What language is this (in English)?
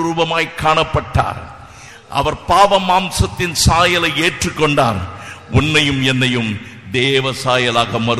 Tamil